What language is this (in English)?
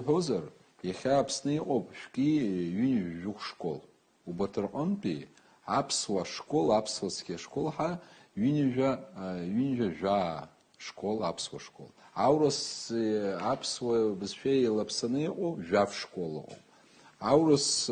Abkhazian